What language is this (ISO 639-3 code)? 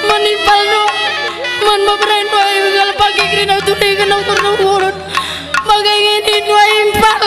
btx